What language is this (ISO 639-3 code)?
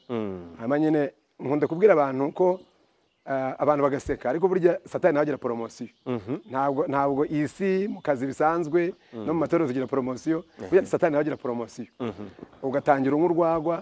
kin